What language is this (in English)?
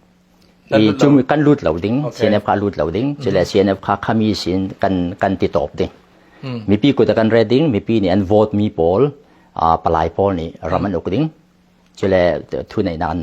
Falam Chin